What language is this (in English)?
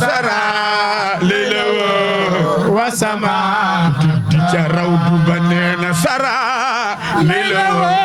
Wolof